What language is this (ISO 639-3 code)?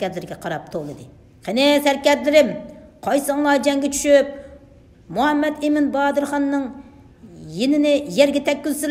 uig